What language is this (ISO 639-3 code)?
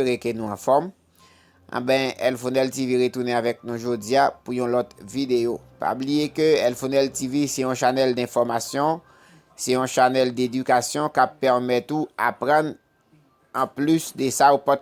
hat